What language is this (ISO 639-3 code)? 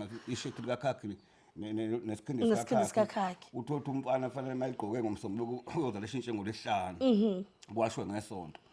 zul